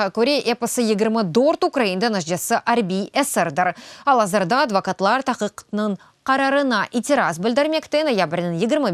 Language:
Crimean Tatar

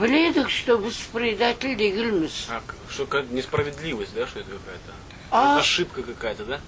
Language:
Crimean Tatar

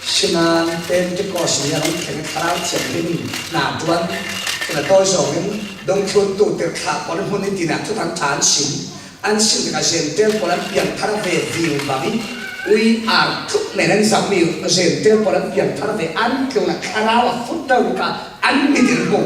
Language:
Falam Chin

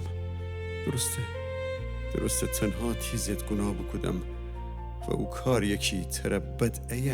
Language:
Gilaki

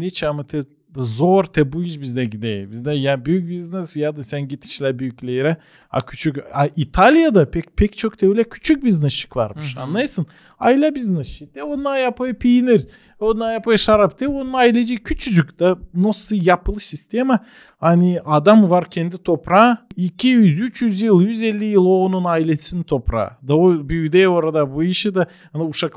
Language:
Gagauz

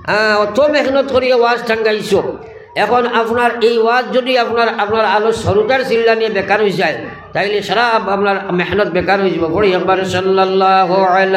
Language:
Sylheti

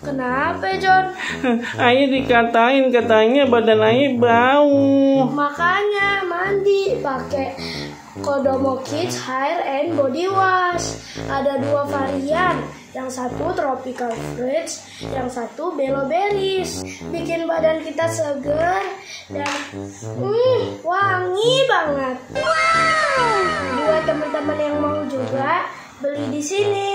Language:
Betawi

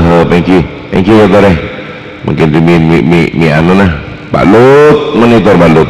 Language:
Madurese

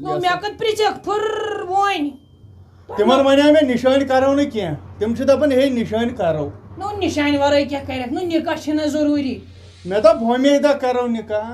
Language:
Kashmiri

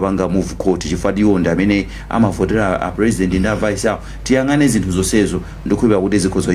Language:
Nyanja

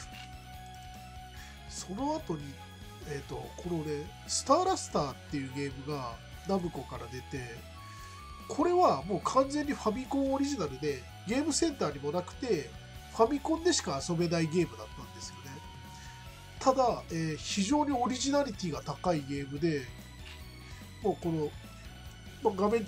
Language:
Japanese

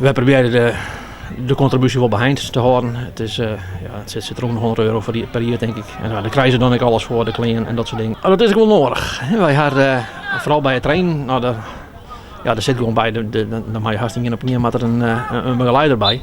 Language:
Western Frisian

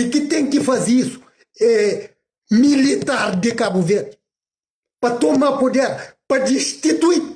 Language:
Kabuverdianu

